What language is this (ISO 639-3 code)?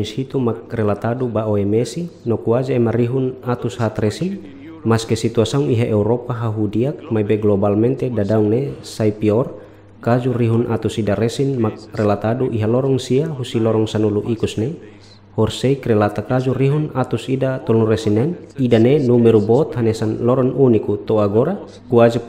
tet